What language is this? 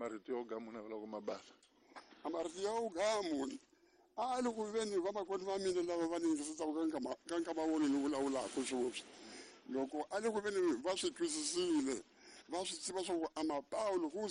Tsonga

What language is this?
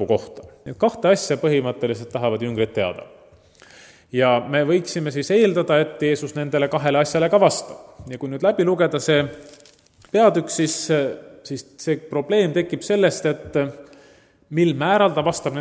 Estonian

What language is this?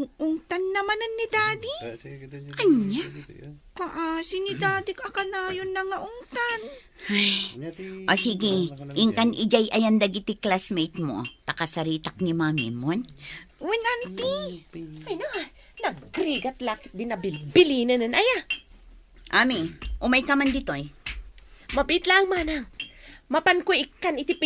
Iloko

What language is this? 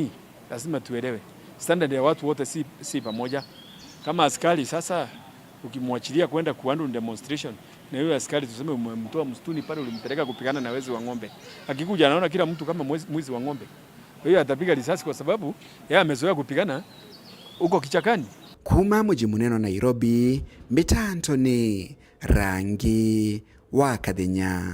Meru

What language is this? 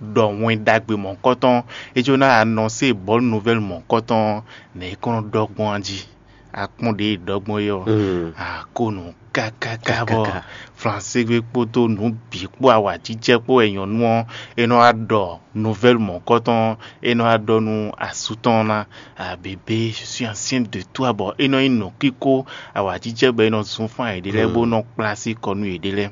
Fon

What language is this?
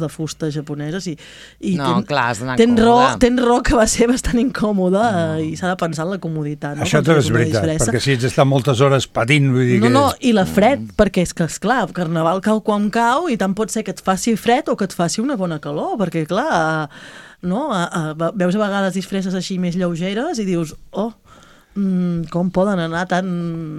Catalan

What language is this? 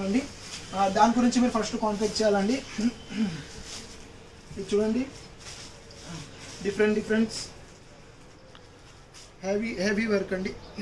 Telugu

